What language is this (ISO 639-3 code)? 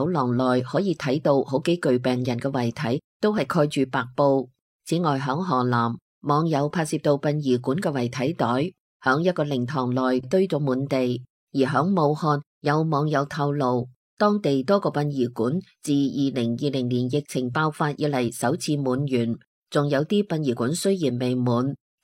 yue